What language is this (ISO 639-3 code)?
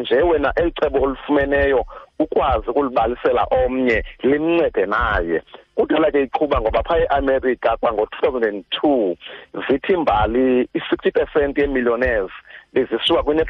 xho